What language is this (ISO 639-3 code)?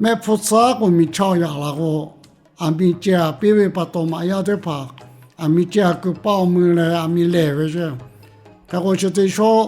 lhu